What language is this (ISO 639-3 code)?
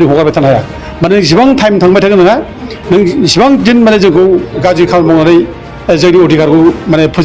brx